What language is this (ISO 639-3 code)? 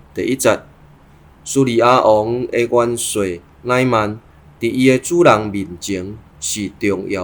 nan